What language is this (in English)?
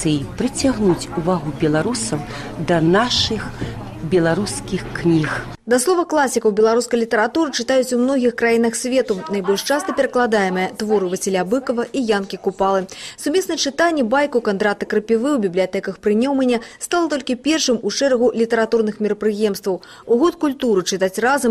Belarusian